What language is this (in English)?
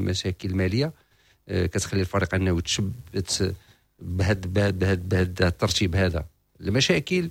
Moroccan Arabic